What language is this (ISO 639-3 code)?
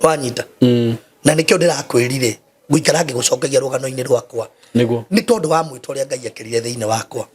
kik